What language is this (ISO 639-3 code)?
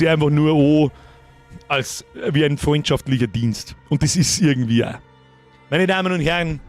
bar